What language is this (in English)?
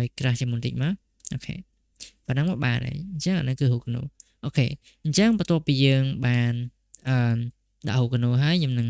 Khmer